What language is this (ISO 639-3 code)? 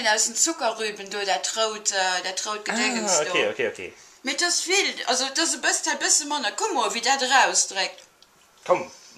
ltz